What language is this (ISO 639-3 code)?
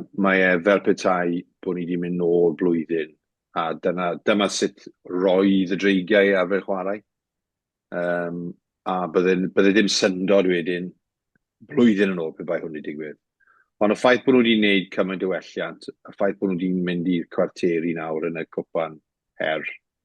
cym